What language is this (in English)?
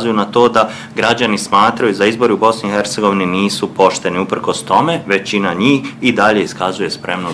Bosnian